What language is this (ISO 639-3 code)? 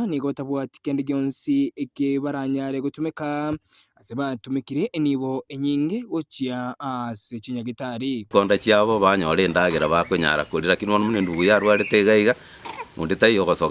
guz